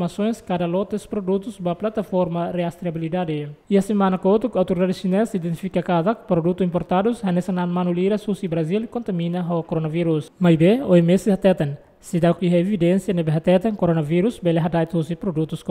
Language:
Tetum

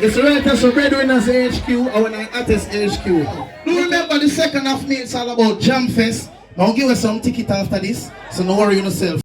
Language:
Jamaican Creole English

